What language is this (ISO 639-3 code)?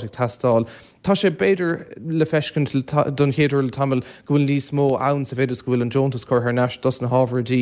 gle